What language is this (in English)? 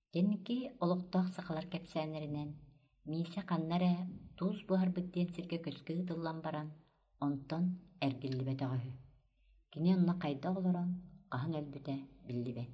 Yakut